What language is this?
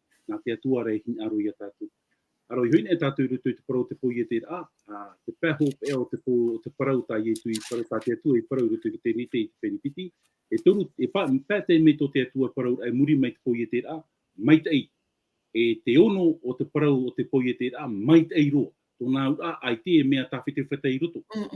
Tahitian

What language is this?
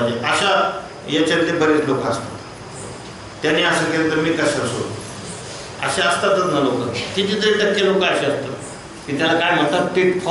Marathi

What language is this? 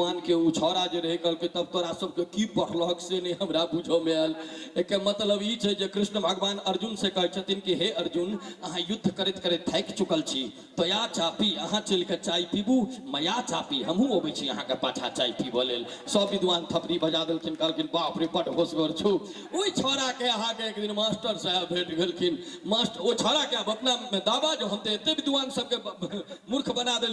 Maithili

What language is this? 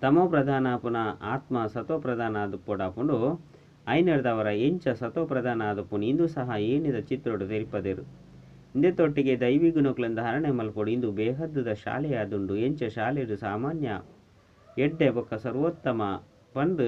Tulu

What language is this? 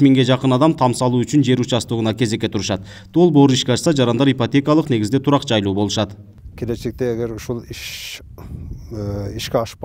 Kyrgyz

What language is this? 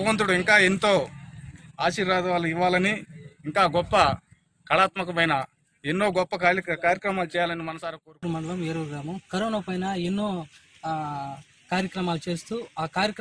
Telugu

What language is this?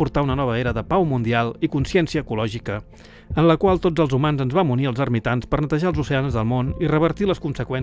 Catalan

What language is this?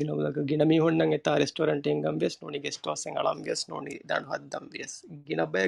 Divehi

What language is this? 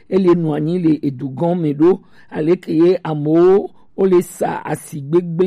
Gen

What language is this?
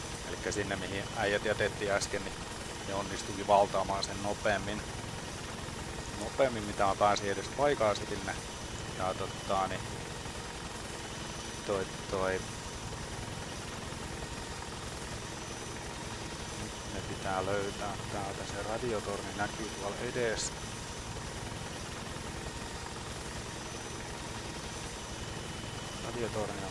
Finnish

